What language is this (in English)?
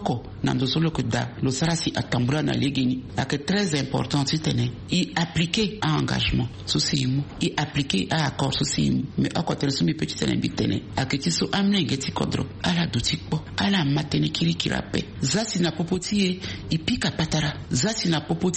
Sango